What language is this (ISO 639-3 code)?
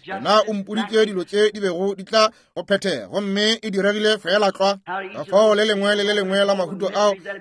nso